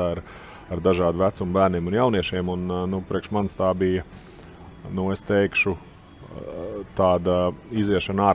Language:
Latvian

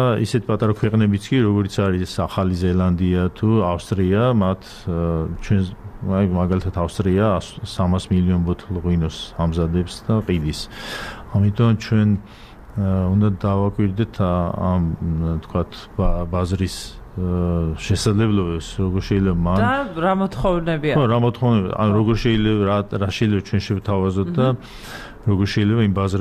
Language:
Georgian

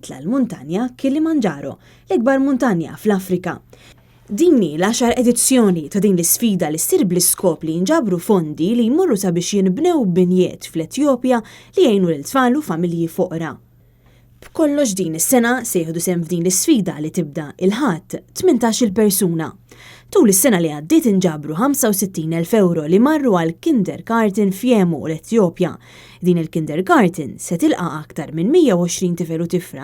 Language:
Maltese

